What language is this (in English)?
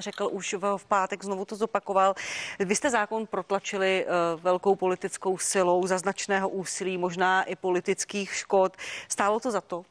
Czech